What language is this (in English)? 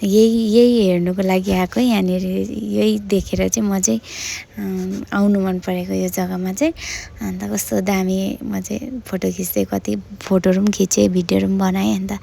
Nepali